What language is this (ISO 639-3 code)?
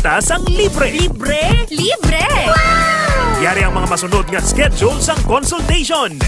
hil